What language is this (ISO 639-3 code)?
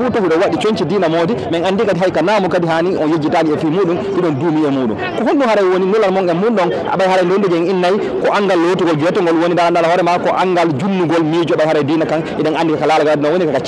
ful